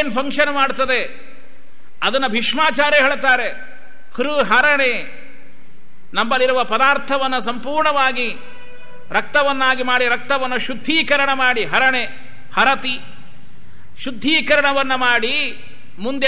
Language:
Kannada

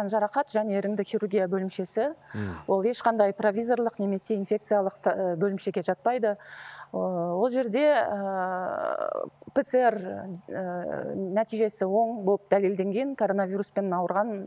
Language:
Kazakh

